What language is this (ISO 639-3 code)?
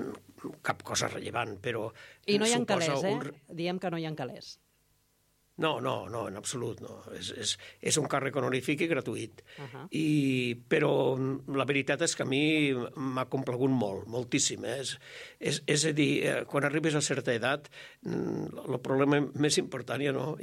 cat